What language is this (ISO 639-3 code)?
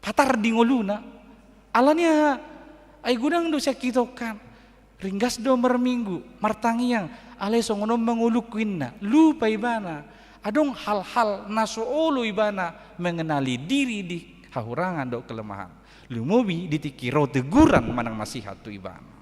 bbc